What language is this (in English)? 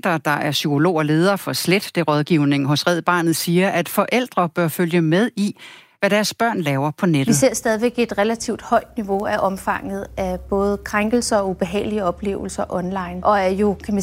Danish